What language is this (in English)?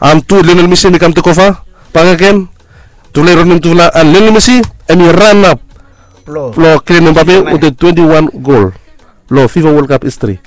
Bislama